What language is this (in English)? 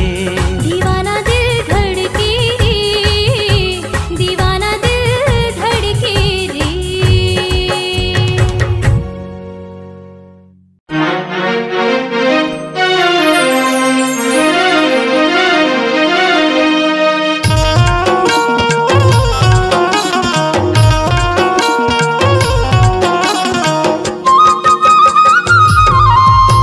Chhattisgarhi